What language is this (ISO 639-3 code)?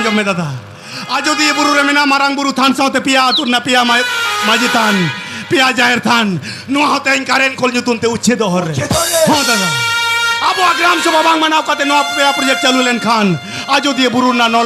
sat